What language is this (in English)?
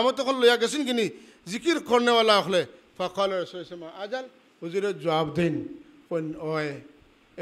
Sylheti